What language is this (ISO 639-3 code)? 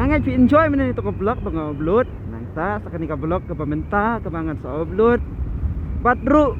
kha